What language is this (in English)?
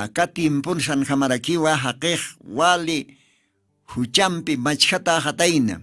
Aymara